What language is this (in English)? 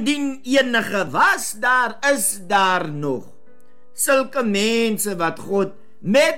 Afrikaans